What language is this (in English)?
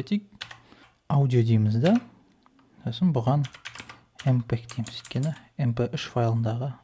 Kazakh